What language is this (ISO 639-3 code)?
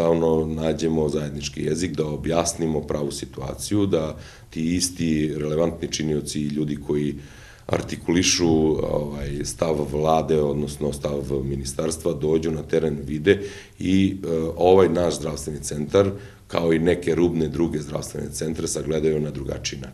srp